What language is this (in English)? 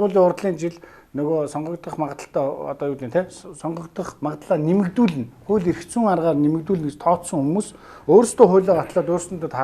Mongolian